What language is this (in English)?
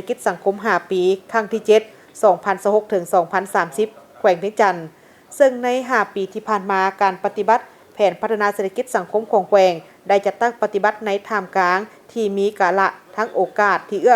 Lao